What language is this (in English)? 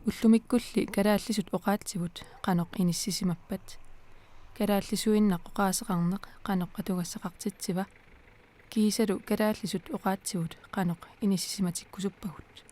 Kalaallisut